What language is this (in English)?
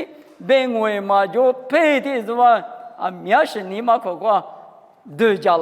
Lisu